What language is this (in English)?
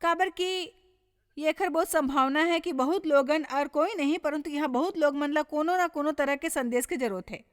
Chhattisgarhi